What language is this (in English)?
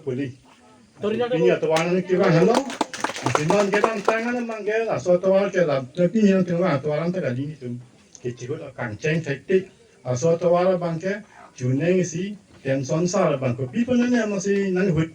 Karbi